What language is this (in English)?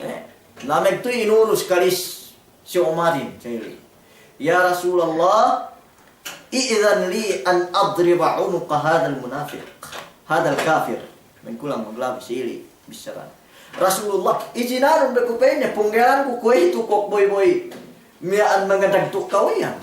Yakan